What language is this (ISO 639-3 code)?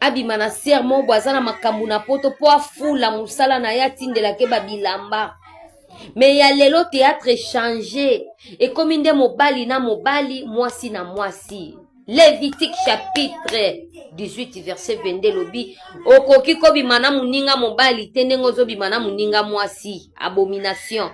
lin